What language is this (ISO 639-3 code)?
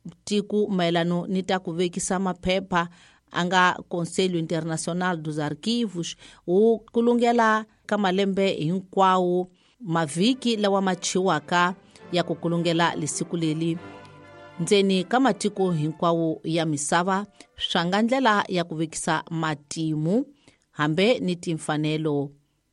tso